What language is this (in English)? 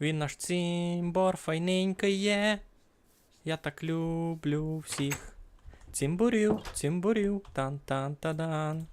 Rusyn